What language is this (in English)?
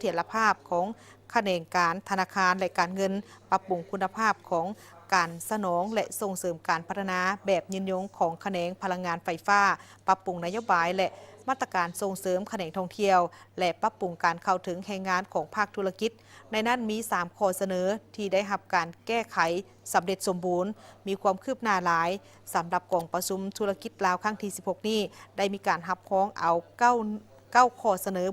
Lao